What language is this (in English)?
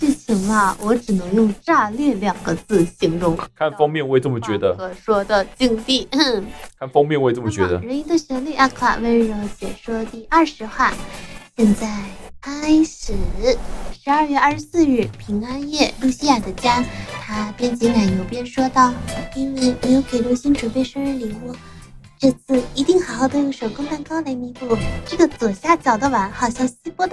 Chinese